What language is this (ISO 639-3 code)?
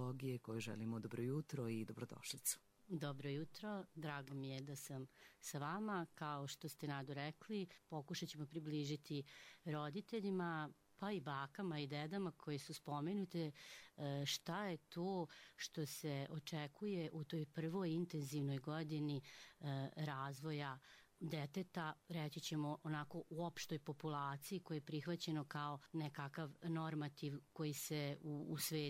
srp